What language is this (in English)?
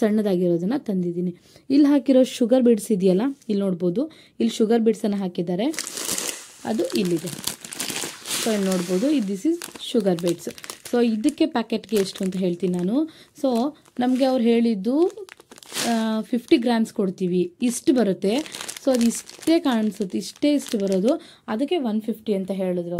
Kannada